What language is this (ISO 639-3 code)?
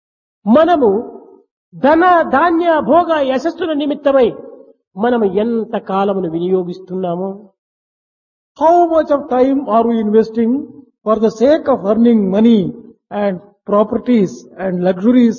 tel